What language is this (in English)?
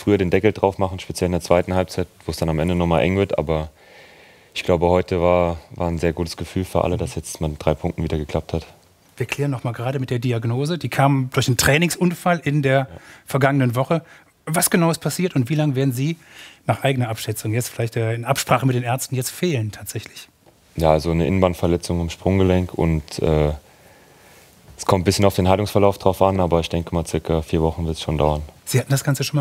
German